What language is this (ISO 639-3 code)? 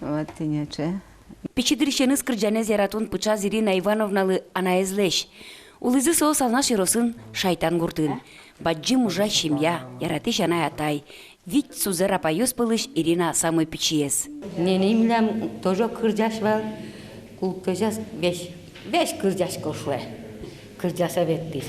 udm